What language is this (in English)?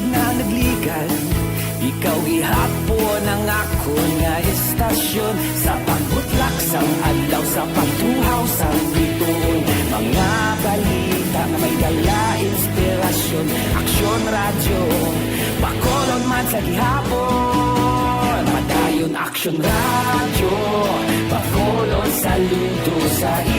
Hiligaynon